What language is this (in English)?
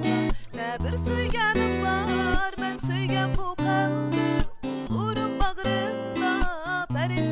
Uyghur